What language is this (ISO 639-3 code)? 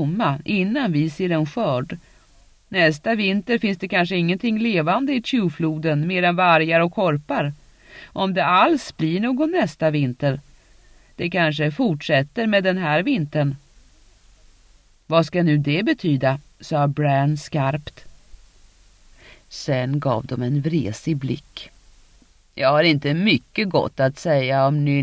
swe